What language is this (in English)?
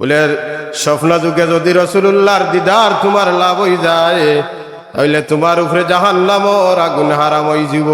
Sylheti